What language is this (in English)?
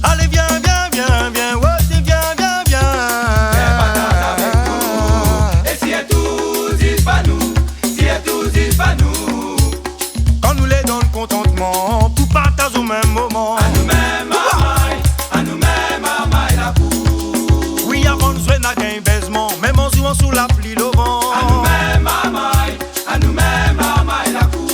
Réunion Creole French